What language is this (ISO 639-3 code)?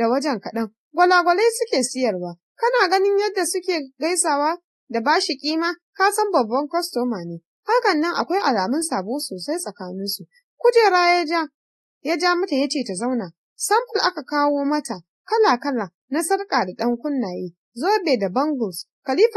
hau